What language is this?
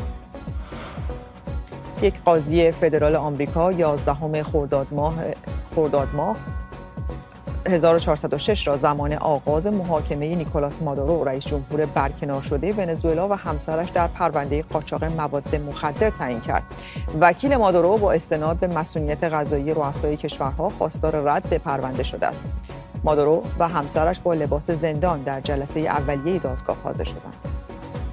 Persian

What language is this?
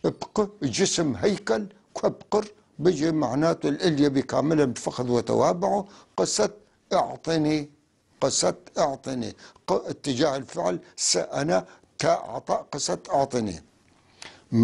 North Levantine Arabic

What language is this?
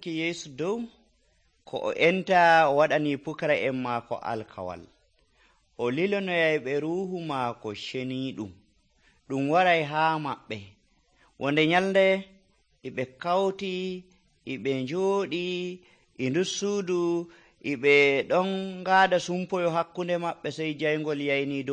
Nigerian Fulfulde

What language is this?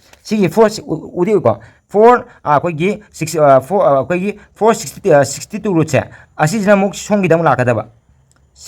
Manipuri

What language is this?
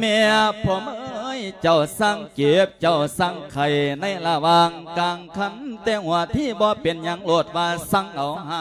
Lao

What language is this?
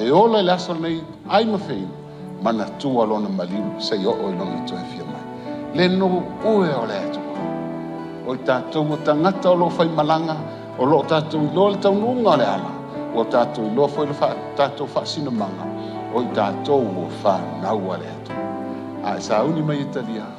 Samoan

